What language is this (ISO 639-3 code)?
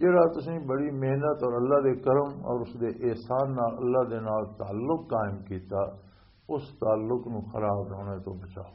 lah